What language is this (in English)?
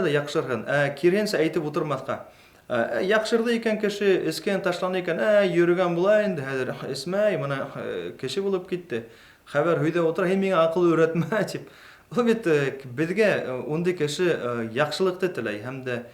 Bashkir